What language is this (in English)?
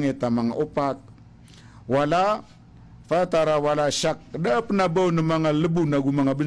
Maranao